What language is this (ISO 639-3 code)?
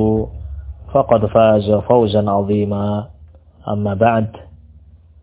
ind